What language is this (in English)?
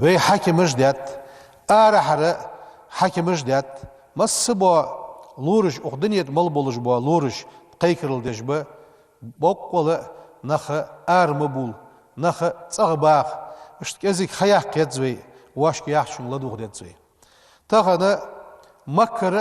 Ingush